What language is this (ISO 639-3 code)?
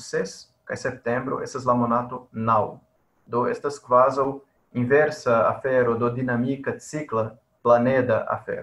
epo